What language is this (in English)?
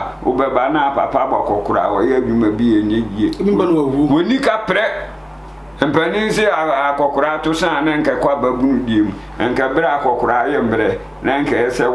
Akan